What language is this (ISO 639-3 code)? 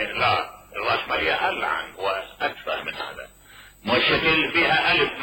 acm